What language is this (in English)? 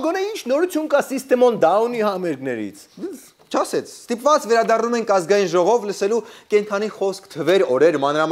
Armenian